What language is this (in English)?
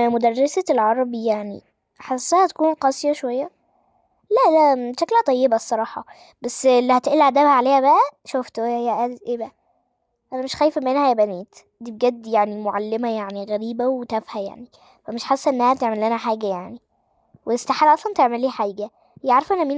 Egyptian Arabic